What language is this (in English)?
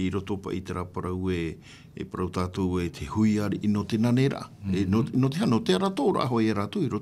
Tahitian